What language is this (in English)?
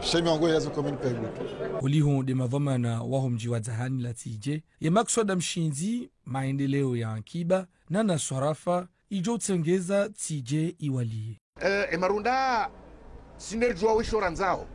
Ngazidja Comorian